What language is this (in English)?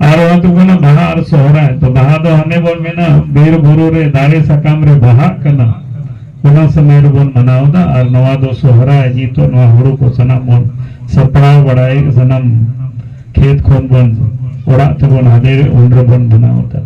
Santali